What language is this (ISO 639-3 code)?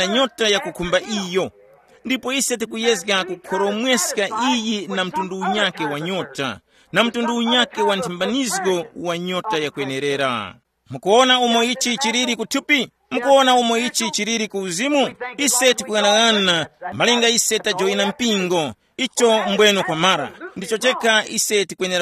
tum